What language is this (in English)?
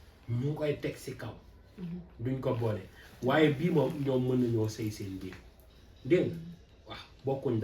Wolof